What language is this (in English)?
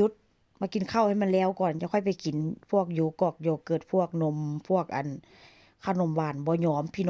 Lao